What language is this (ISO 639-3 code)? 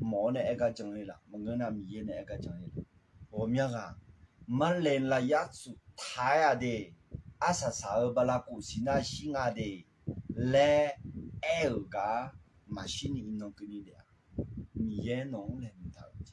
ahk